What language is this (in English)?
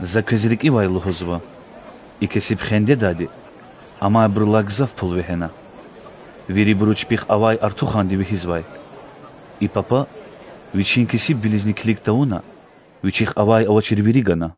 Lezghian